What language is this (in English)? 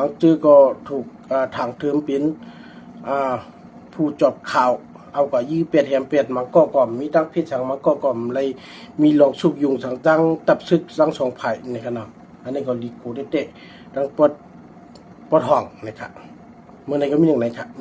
Shan